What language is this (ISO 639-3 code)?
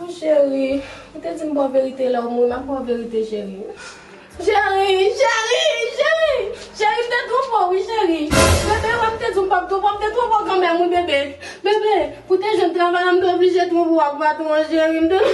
hat